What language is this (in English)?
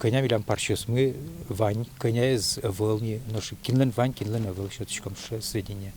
Udmurt